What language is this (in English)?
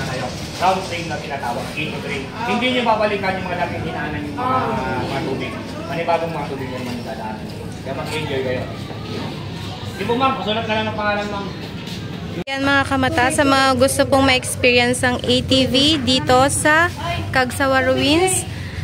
Filipino